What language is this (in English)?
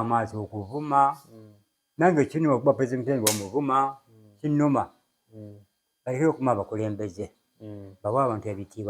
Ganda